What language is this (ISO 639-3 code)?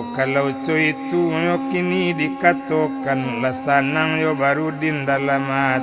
min